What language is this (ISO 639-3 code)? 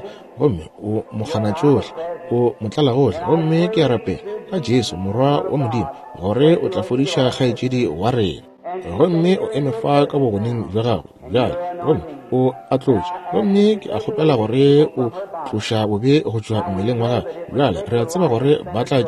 nso